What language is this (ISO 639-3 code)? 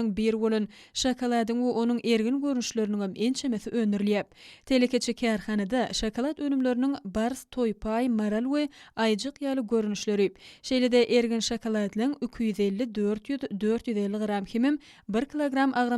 tuk